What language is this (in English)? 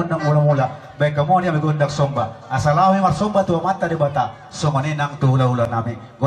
Batak Toba